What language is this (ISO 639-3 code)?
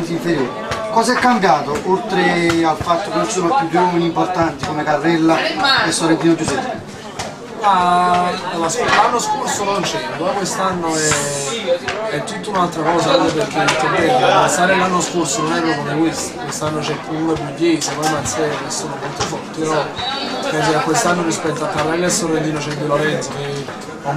ita